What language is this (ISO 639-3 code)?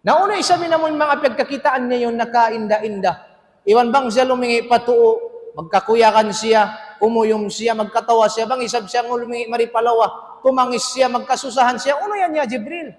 tsg